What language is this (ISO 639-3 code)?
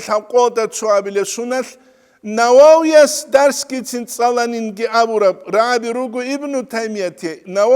ava